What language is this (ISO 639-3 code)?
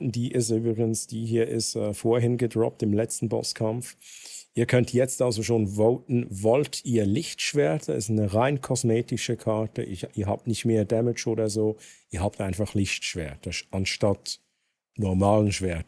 gsw